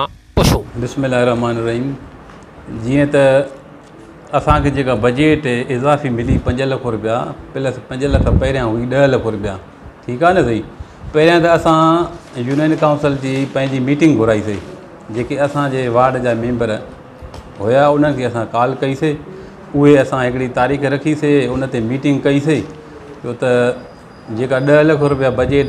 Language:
Sindhi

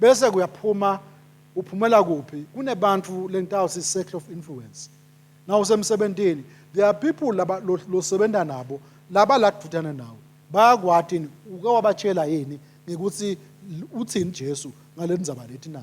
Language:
Swati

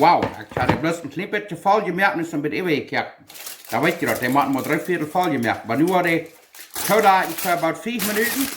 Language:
Plautdietsch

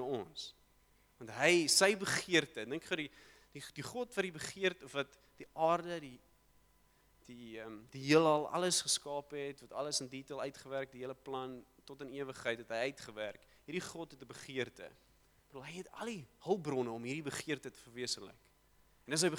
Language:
Afrikaans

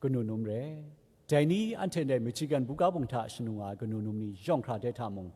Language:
Kachin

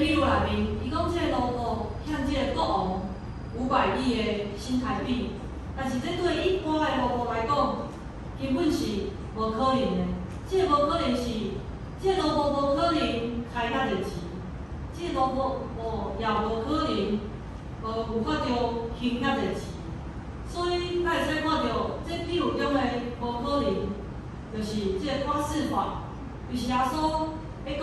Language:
Min Nan Chinese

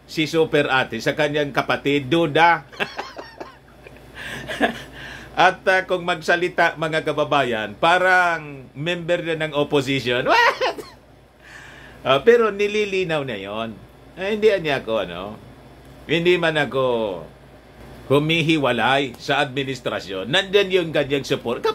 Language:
Filipino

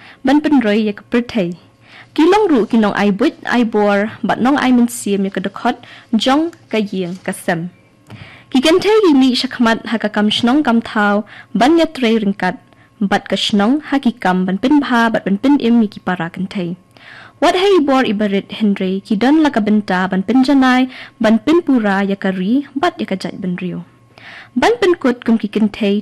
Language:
Khasi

